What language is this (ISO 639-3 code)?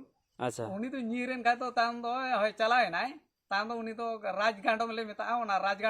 sat